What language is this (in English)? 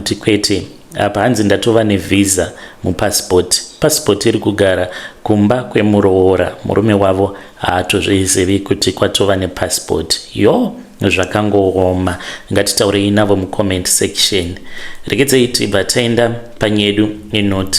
Shona